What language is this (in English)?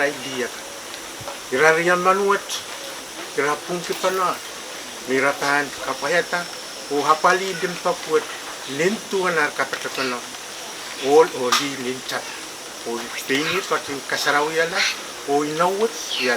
Pohnpeian